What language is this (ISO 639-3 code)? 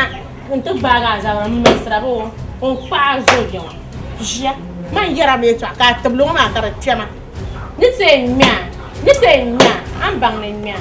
dag